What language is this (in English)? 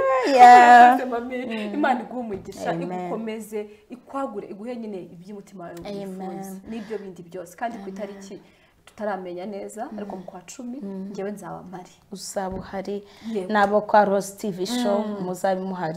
Kinyarwanda